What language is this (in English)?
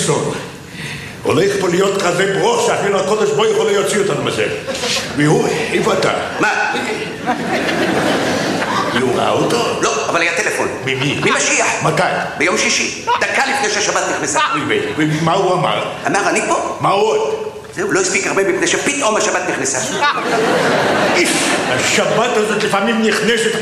Hebrew